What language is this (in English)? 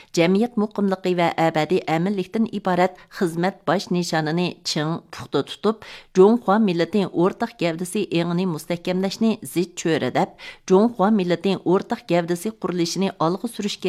Uyghur